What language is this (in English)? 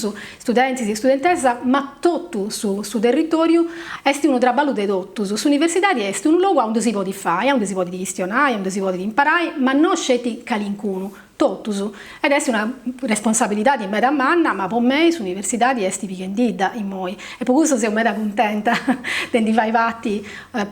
Sardinian